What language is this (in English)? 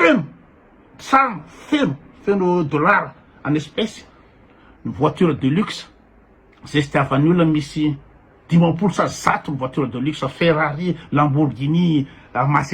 Malagasy